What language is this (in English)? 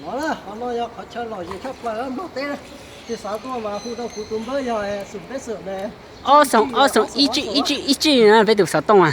Hmong